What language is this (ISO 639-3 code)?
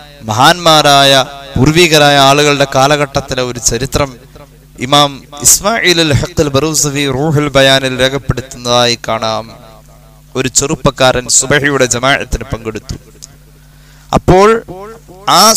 mal